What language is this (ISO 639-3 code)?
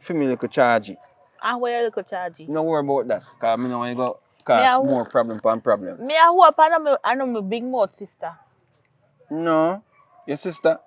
jam